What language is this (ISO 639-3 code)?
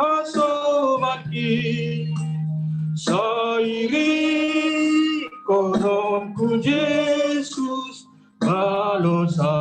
bts